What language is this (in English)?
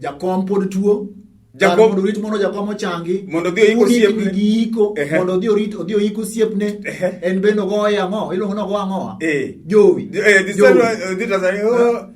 Luo (Kenya and Tanzania)